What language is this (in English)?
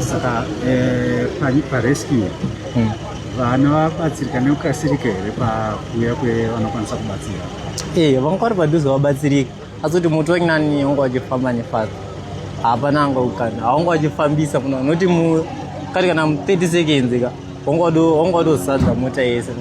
Shona